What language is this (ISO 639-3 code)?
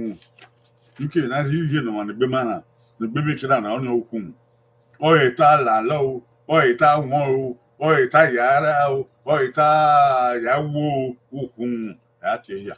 bin